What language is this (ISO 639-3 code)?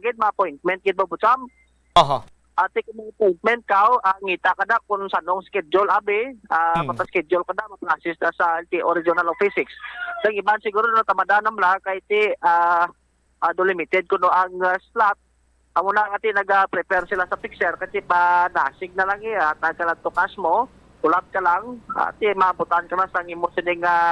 hil